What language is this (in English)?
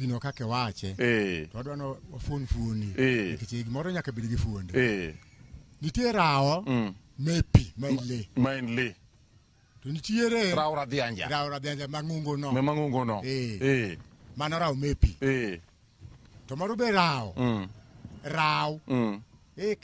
Luo (Kenya and Tanzania)